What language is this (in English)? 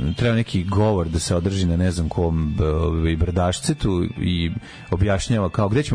Serbian